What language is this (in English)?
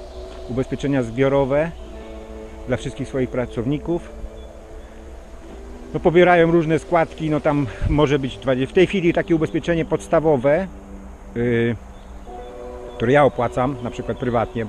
Polish